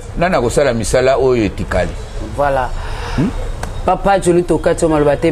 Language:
Lingala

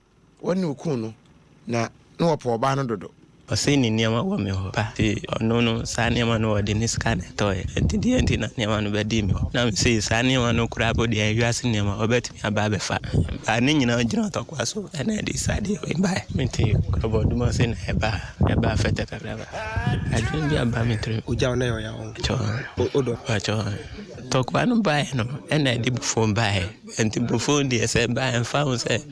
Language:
Akan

